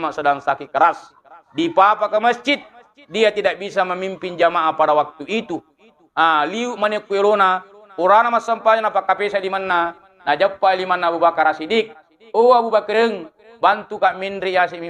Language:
Buginese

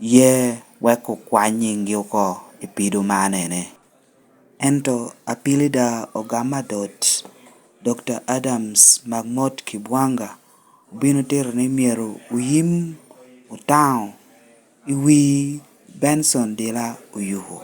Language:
Lango (Uganda)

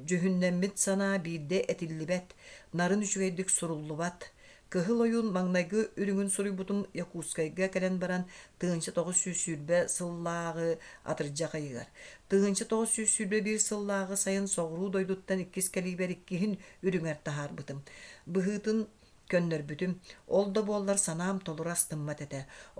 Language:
Yakut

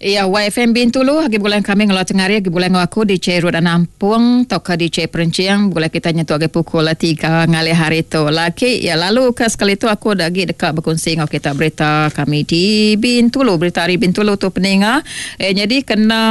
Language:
Iban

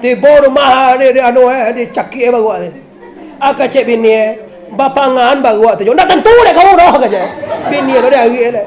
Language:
Minangkabau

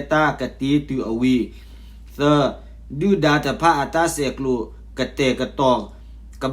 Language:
S'gaw Karen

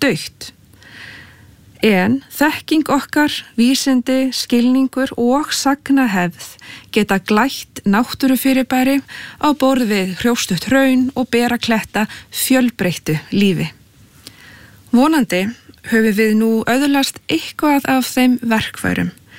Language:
Icelandic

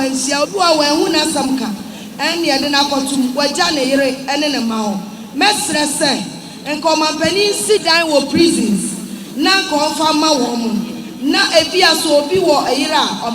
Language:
Akan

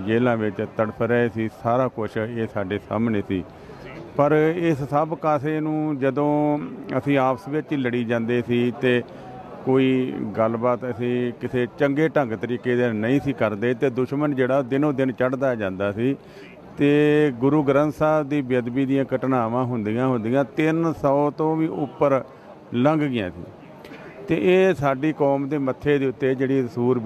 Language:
Punjabi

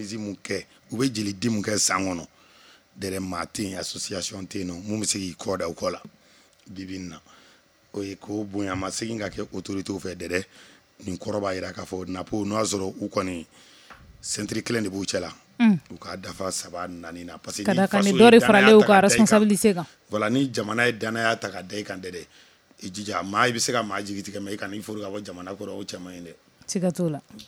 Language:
Bambara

